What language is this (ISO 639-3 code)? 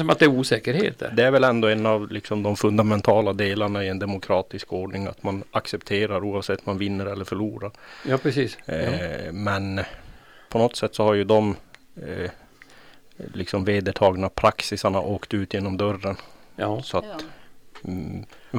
swe